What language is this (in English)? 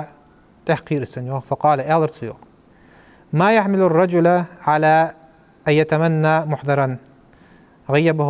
Ingush